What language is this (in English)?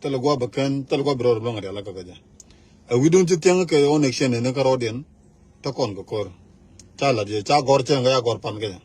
Nuer